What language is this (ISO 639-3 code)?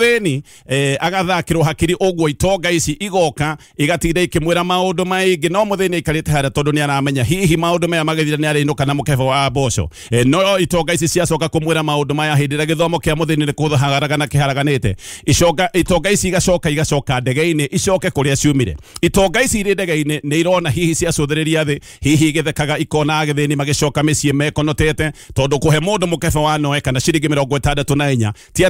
kik